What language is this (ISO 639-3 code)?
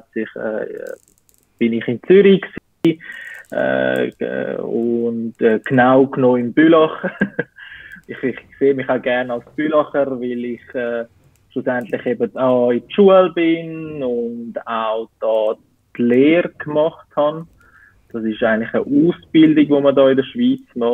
gsw